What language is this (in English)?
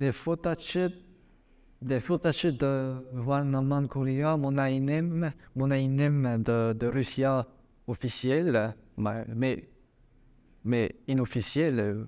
Breton